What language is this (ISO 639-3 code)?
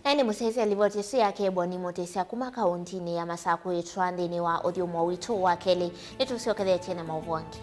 kam